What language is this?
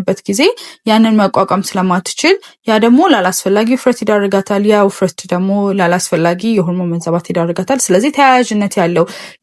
Amharic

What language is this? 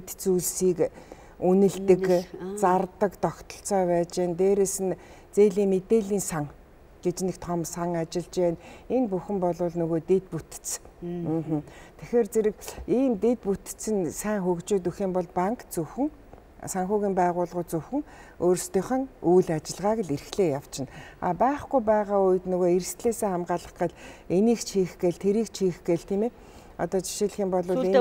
Mongolian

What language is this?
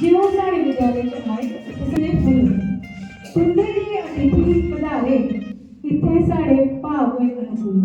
Dogri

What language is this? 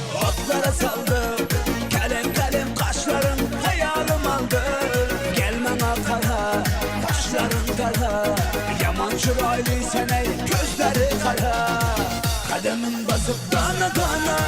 Turkmen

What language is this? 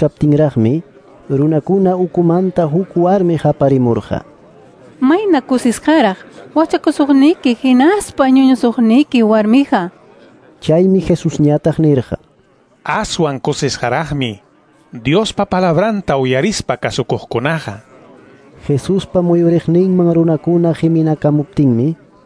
Ayacucho Quechua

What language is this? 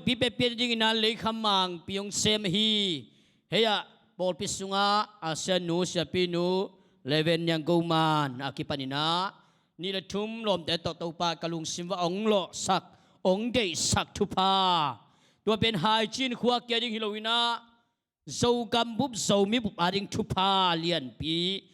Tedim Chin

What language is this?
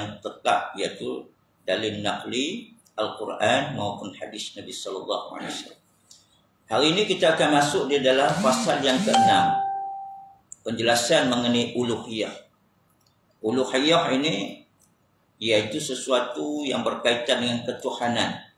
Malay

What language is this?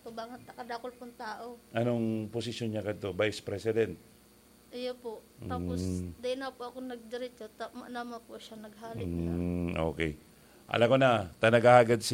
Bikol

